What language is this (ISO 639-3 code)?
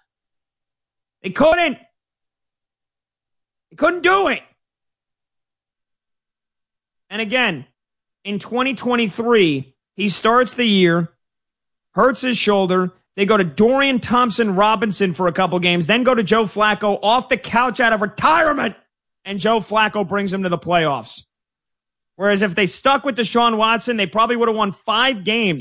eng